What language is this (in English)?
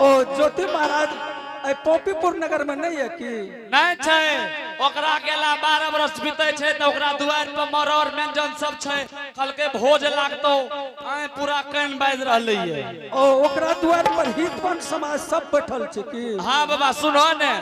Angika